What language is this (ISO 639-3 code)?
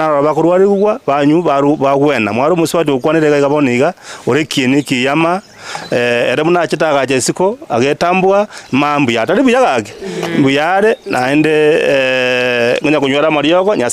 guz